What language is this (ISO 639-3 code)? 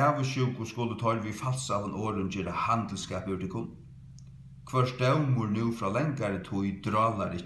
fao